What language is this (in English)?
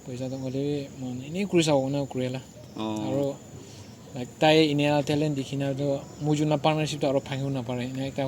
Naga Pidgin